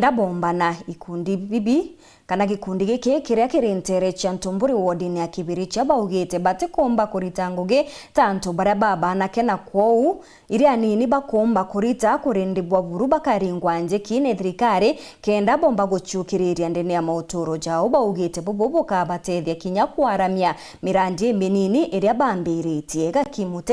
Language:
Meru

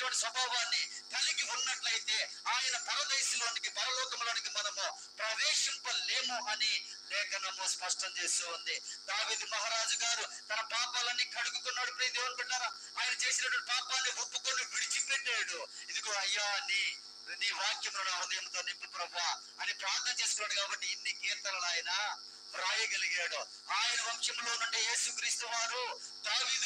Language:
Telugu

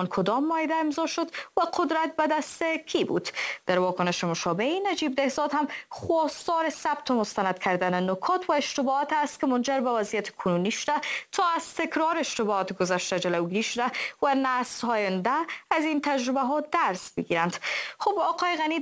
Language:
Persian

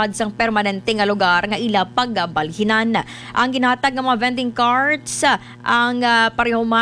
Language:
Hiligaynon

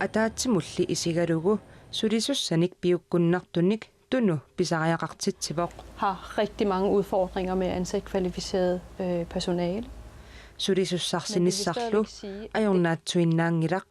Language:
Kalaallisut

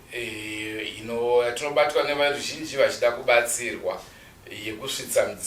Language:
Shona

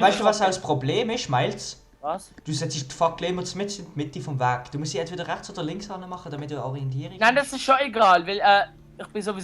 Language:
Swiss German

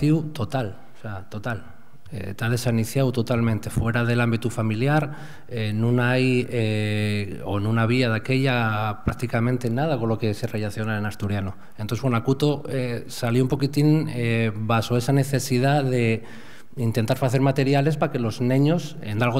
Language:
Asturian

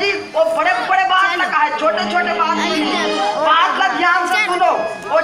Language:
Chhattisgarhi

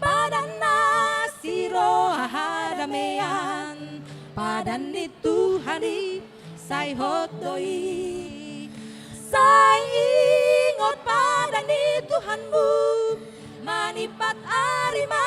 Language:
Batak Toba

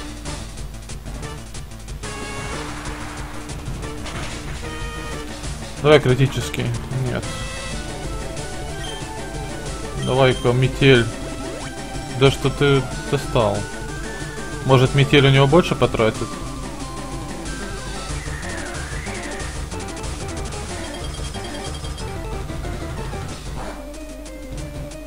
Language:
Russian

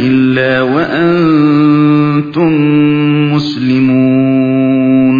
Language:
Uyghur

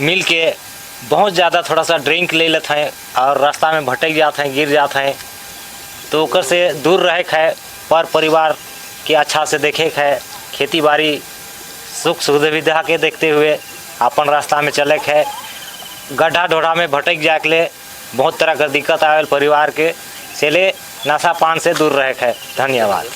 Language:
Sadri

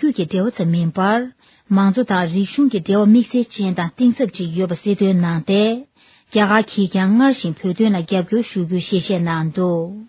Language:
Tibetan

